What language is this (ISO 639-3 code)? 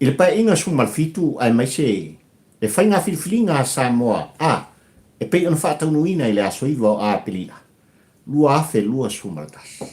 smo